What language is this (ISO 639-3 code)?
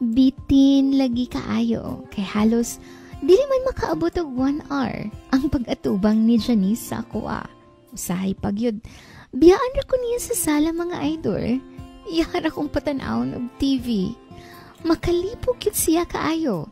ceb